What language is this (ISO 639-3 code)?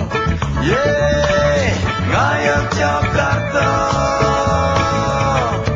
ind